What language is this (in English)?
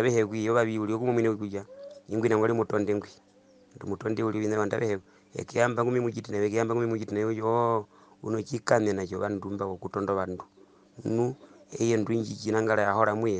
Herero